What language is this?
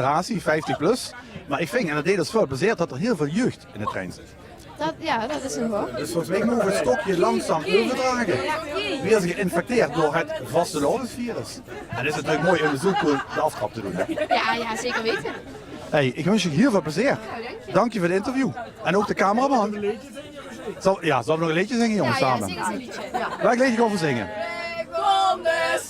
Limburgish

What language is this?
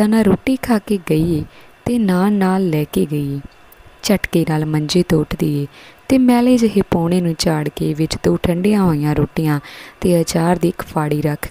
Punjabi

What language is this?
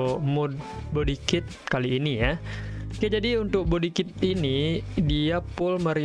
Indonesian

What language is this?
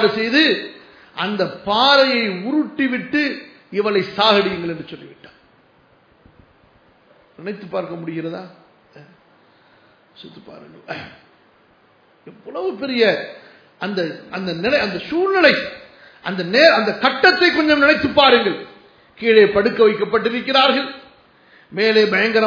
Tamil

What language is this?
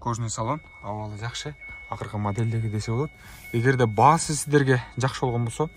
Kyrgyz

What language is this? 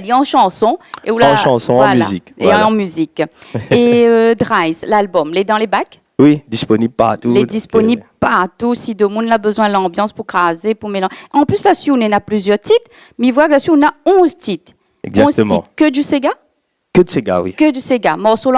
Réunion Creole French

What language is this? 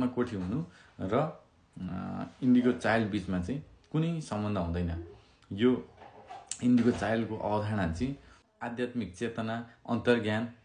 Nepali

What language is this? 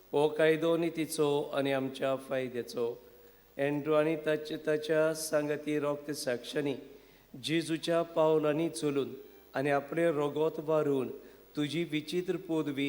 Konkani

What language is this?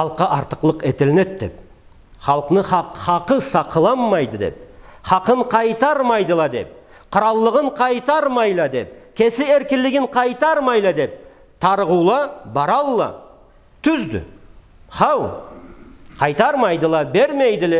Karachay-Balkar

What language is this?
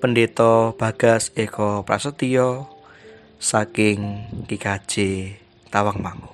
Javanese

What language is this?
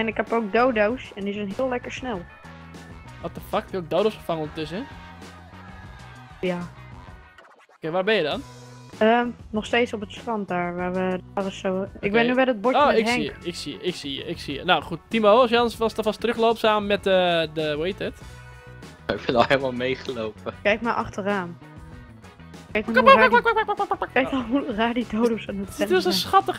Dutch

